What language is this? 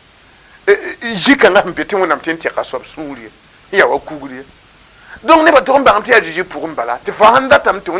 Mossi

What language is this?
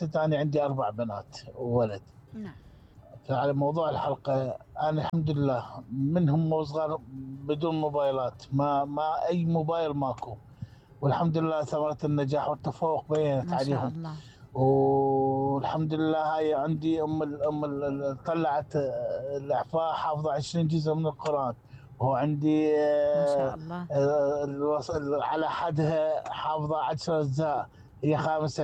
Mesopotamian Arabic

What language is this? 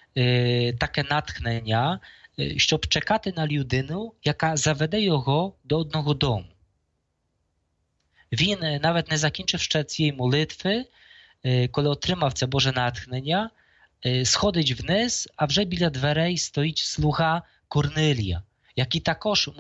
Ukrainian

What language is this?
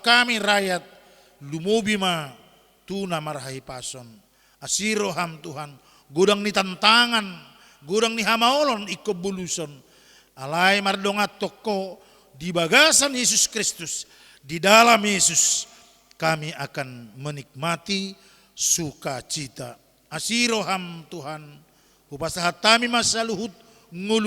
Batak Toba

